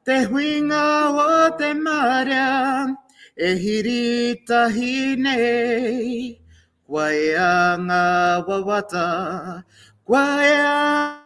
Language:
Māori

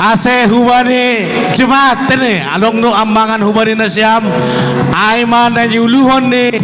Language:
Batak Simalungun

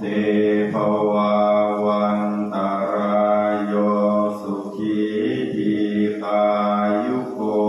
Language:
Pali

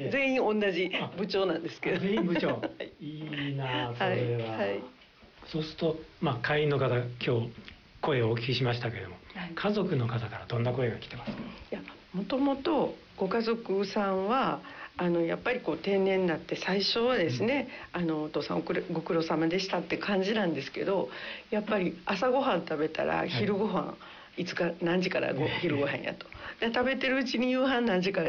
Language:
Japanese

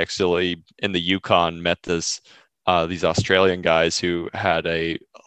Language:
English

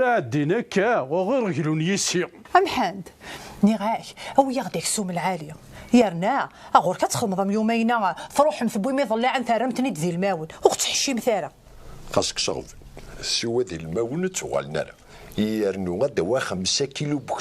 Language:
Kabyle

